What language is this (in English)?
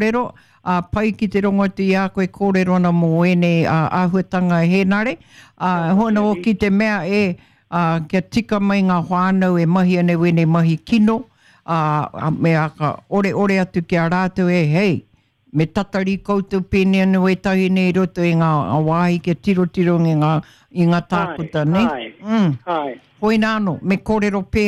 Māori